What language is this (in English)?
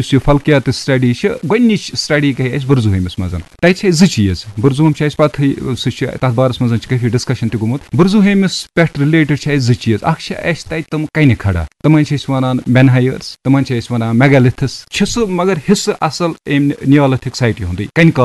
Kashmiri